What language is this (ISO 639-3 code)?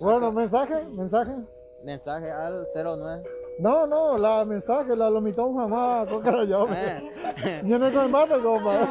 grn